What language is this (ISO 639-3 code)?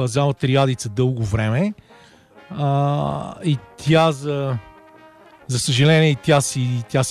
bul